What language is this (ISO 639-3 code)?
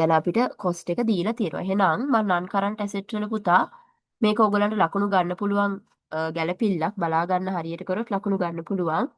sin